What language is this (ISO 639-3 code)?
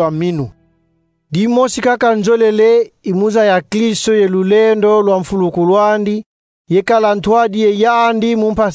kon